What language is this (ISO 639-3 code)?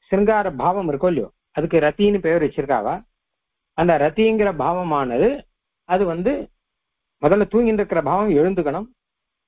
tam